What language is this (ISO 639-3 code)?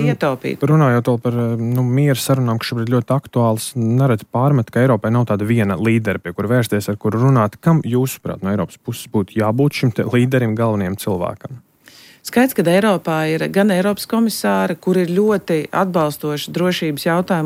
lav